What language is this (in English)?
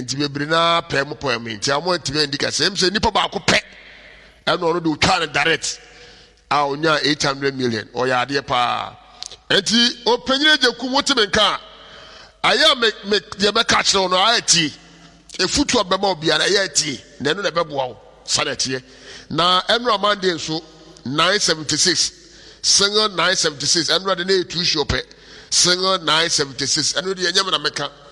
Akan